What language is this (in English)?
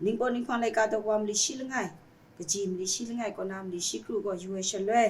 Kachin